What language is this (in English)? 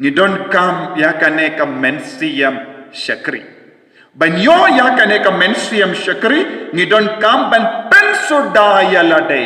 Khasi